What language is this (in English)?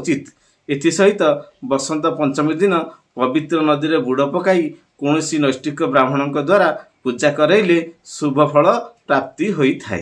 Odia